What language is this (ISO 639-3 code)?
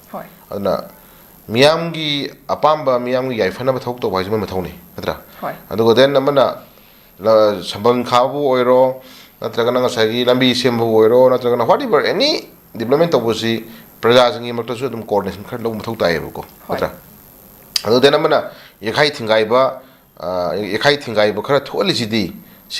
mni